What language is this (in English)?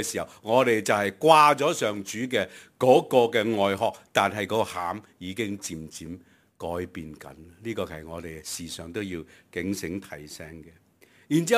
Cantonese